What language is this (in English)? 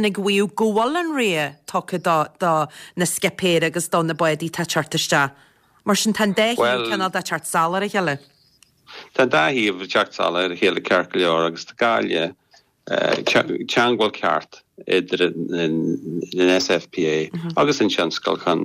Irish